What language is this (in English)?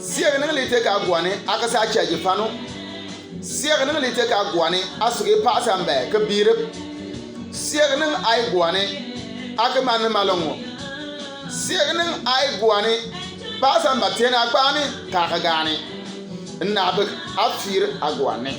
Bimoba